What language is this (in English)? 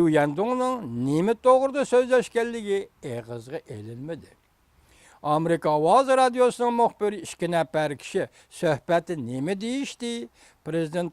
Uyghur